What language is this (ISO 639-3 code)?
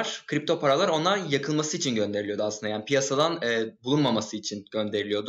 tur